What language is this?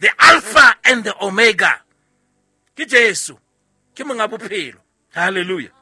Southern Sotho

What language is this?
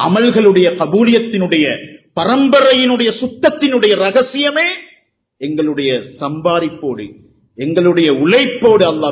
Tamil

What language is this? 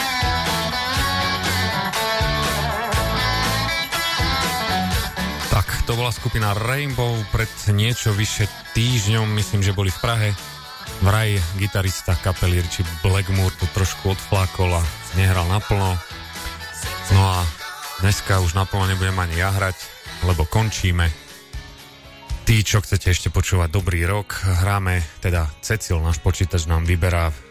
Slovak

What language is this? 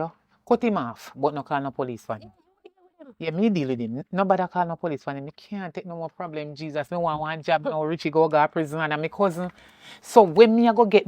Jamaican Creole English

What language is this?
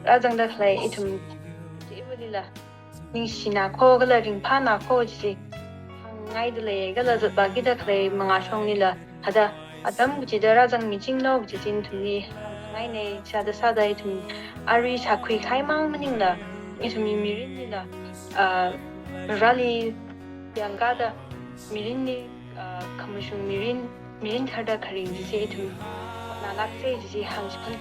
Tangkhul Naga (India)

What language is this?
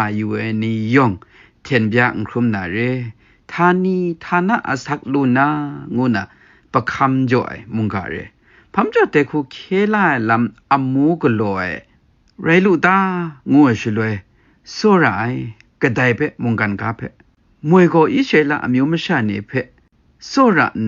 Kachin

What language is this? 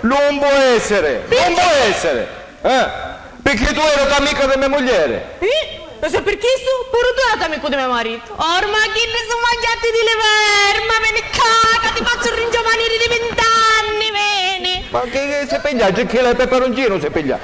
Sicilian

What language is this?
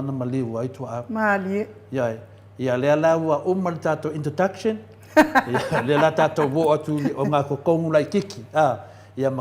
Samoan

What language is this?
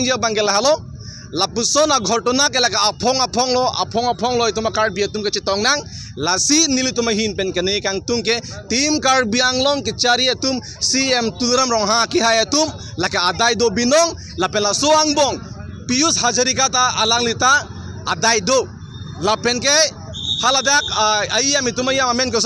Karbi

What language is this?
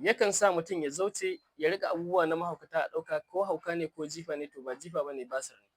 Hausa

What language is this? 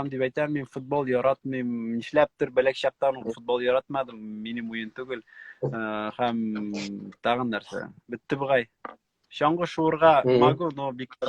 Tatar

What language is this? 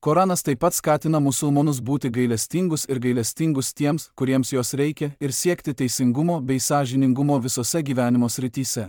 Lithuanian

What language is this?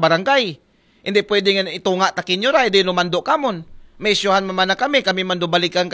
Aklanon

